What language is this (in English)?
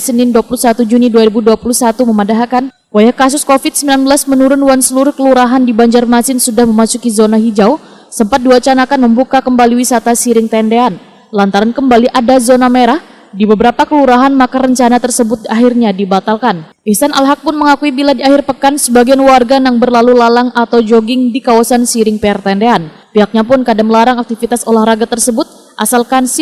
Banjar